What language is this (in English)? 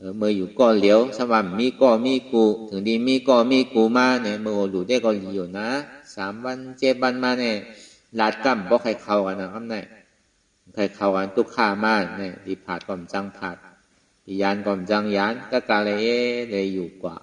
Shan